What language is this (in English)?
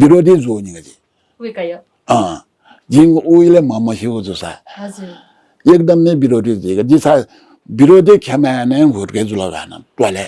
Newari